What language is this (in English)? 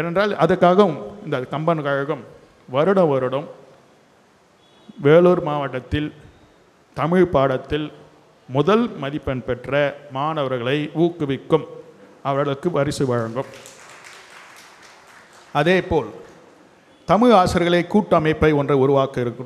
Tamil